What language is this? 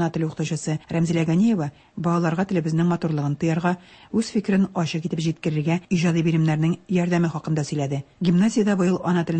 Tatar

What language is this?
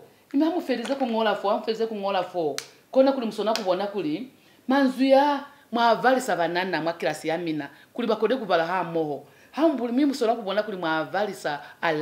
Lozi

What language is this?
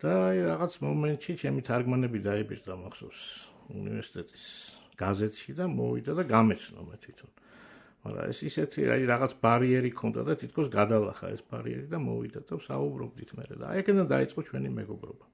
Georgian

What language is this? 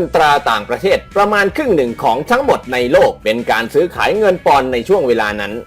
Lao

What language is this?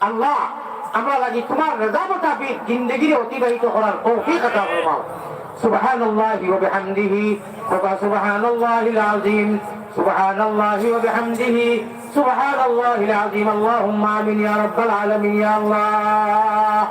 Sylheti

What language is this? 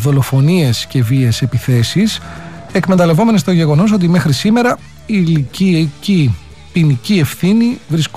Greek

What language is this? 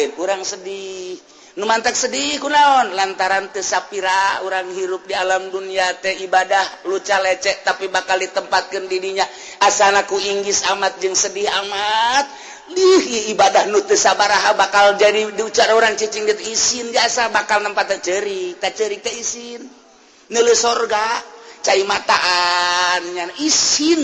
Sundanese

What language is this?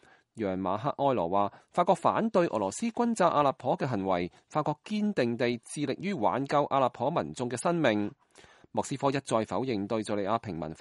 Cantonese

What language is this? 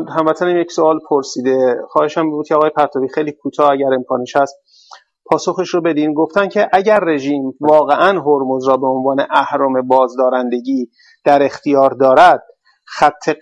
Persian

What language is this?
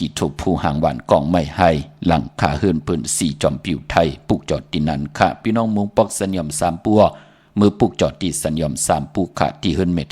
Shan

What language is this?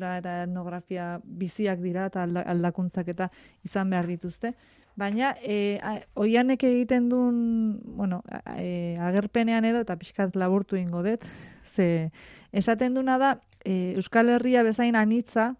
Basque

